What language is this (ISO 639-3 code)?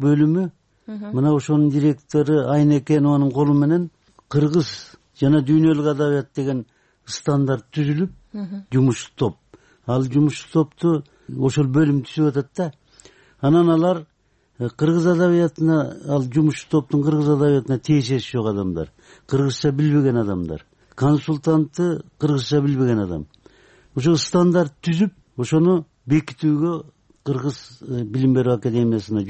kir